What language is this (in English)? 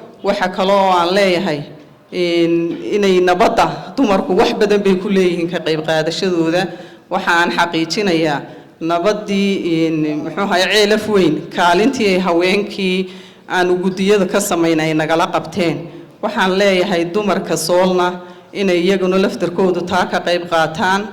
Somali